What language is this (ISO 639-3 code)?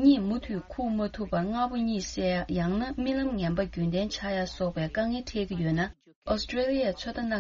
bod